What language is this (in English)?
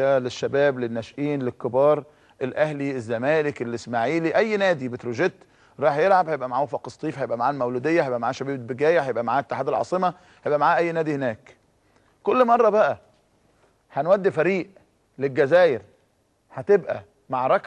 Egyptian Arabic